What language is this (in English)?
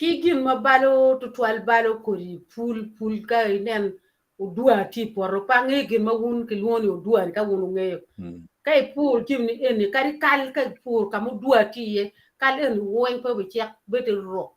Acoli